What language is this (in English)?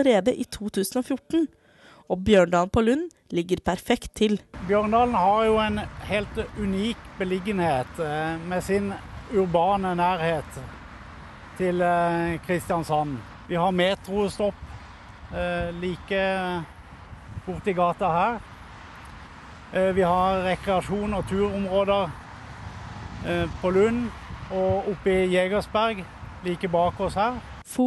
Norwegian